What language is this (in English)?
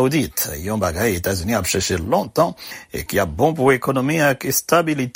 Haitian Creole